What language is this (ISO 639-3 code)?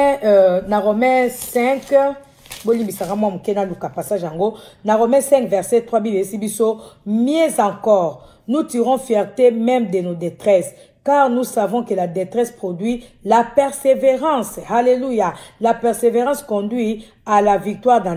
lin